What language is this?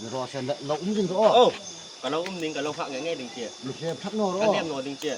Hmar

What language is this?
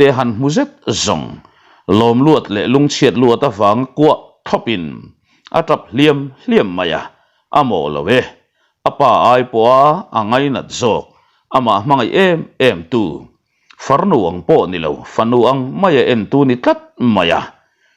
Mizo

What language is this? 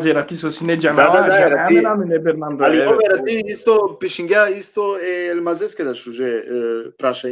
Balkan Romani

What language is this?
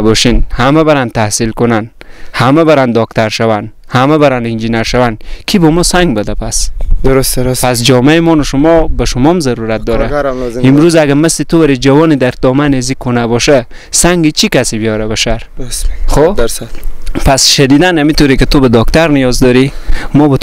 Persian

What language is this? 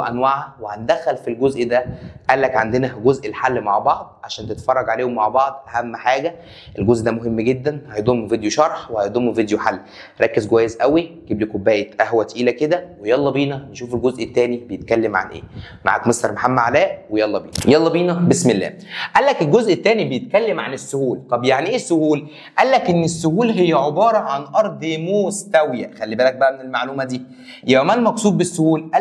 Egyptian Arabic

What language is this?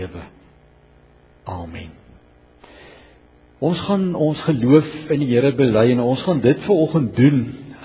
Afrikaans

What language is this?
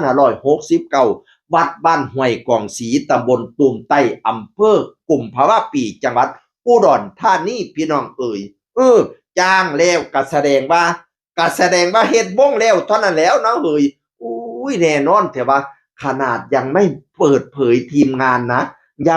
Northeastern Thai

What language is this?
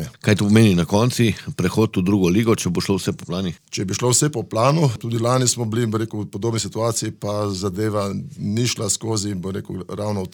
Slovenian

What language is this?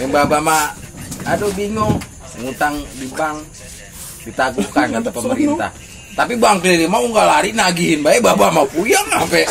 Betawi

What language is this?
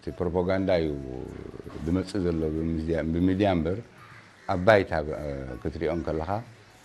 Tigrinya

